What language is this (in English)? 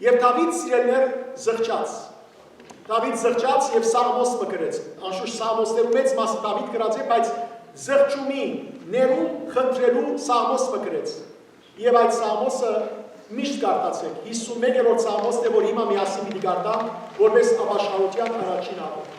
Western Armenian